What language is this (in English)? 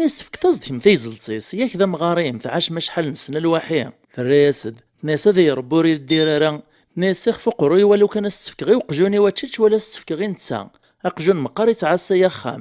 Kabyle